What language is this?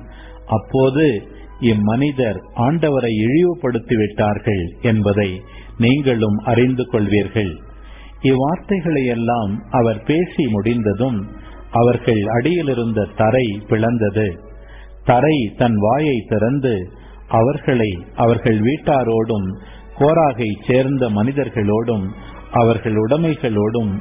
Tamil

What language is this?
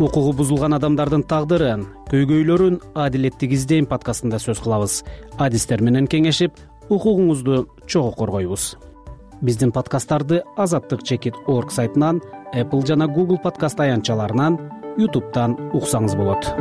Kyrgyz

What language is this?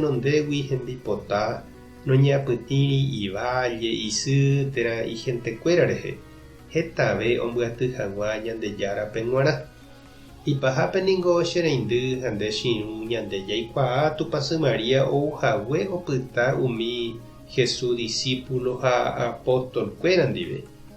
Guarani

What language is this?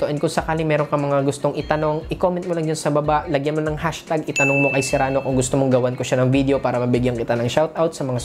Filipino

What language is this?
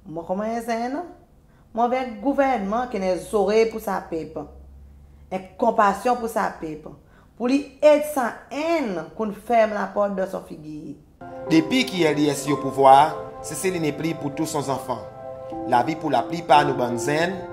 Seselwa Creole French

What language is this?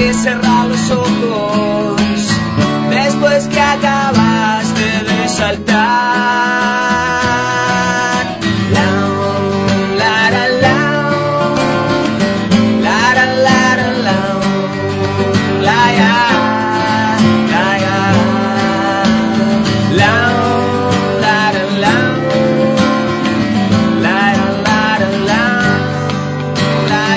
Spanish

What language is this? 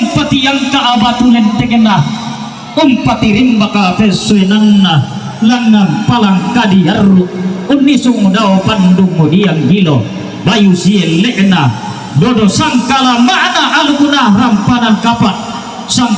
Toraja-Sa'dan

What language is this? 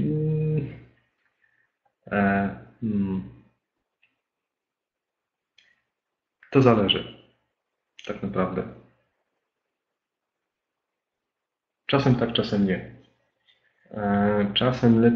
Polish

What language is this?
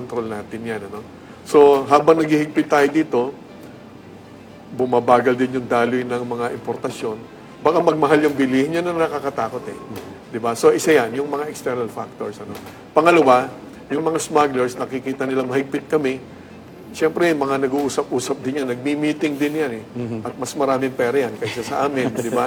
Filipino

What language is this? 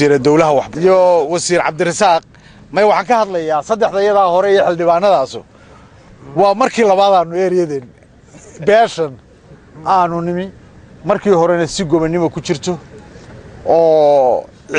Somali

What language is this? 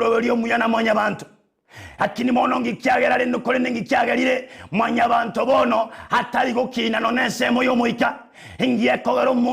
Gusii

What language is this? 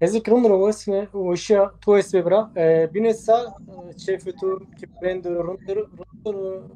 Zaza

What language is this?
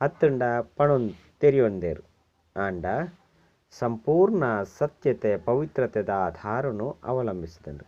Tulu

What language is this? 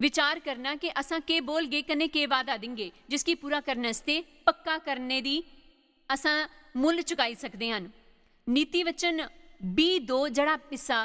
Dogri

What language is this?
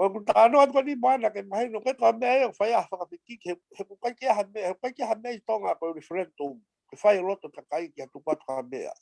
Tongan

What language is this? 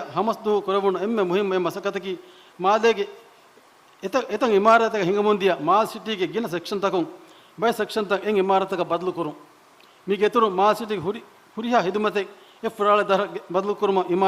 Divehi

